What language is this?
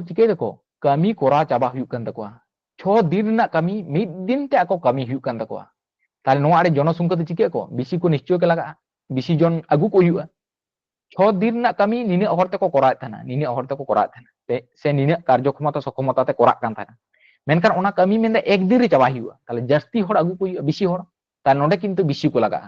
Santali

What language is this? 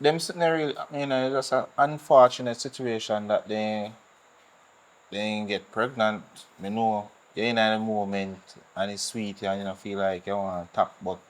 Jamaican Creole English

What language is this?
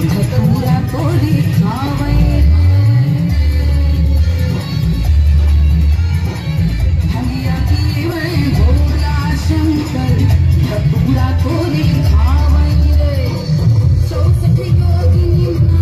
Bhojpuri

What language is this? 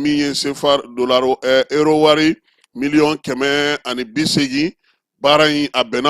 Bambara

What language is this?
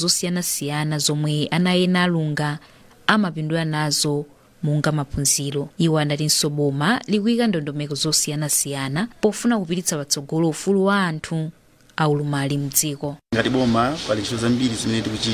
Nyanja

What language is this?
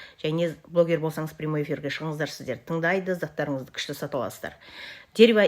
Kazakh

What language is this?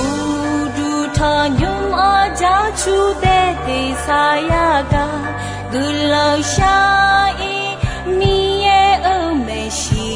Akha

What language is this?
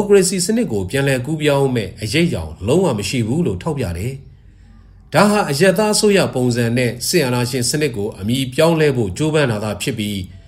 Burmese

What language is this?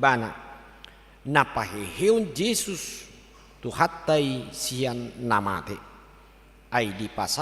Batak Toba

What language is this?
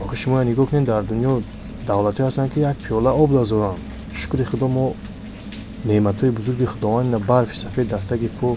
Tajik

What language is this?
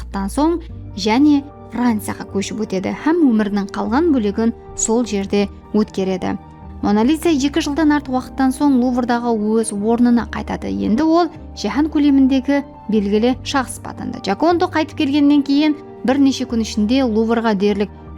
Kara-Kalpak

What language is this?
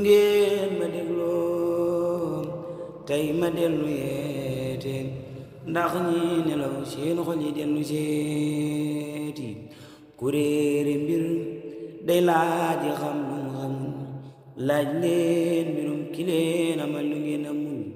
Wolof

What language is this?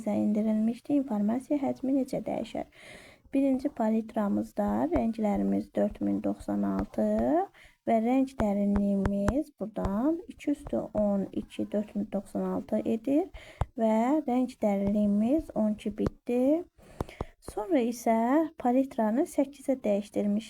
Azerbaijani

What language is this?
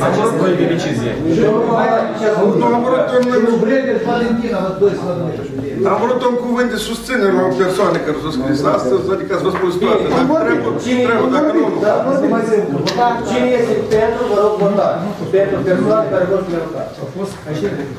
Romanian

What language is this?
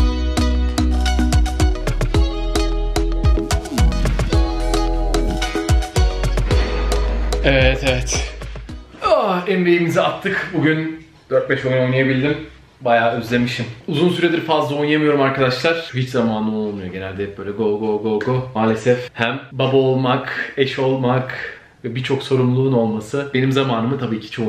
Turkish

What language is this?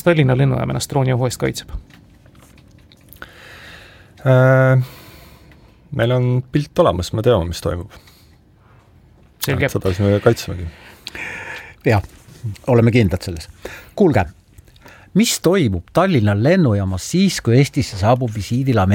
Estonian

